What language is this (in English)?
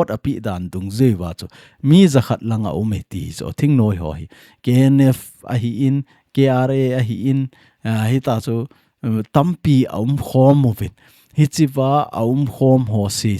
Thado Chin